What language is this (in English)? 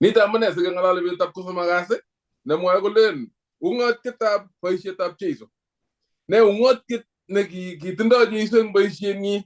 Kalenjin